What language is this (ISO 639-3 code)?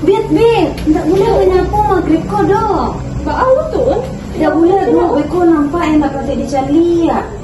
min